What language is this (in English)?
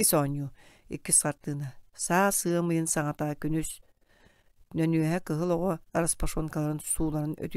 Yakut